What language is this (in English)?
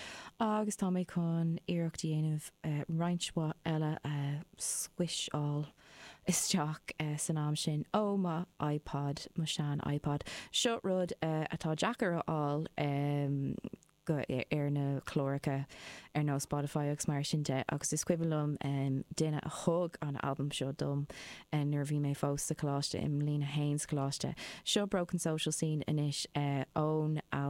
Irish